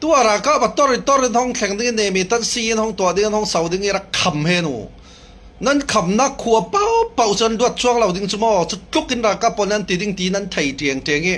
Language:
Hakha Chin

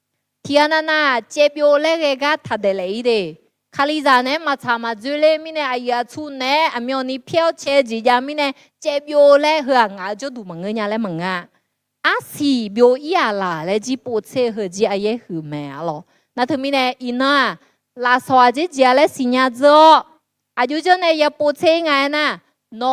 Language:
Akha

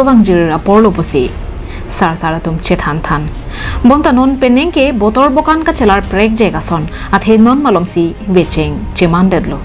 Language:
Karbi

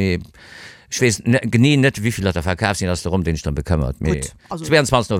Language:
Luxembourgish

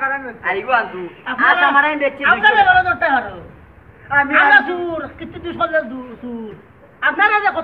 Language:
Sylheti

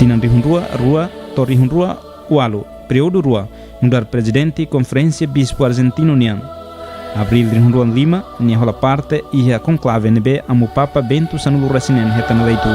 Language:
Tetum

